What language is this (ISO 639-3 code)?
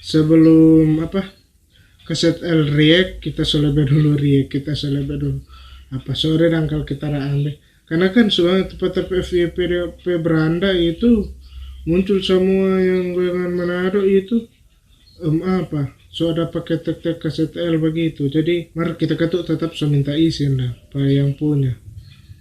xmm